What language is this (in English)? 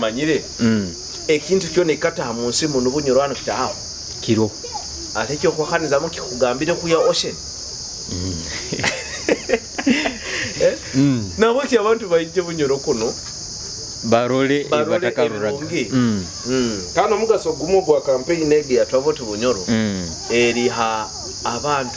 Nyoro